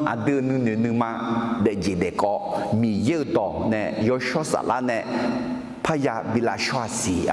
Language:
Akha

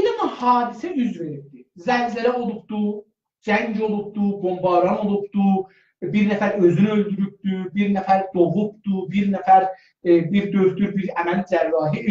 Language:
South Azerbaijani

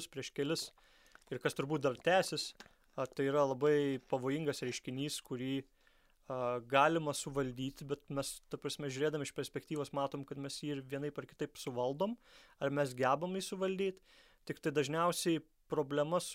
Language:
Lithuanian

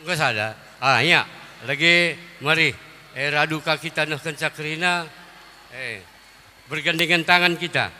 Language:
Batak Karo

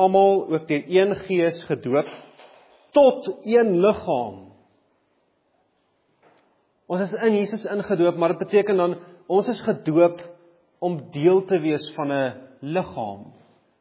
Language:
Afrikaans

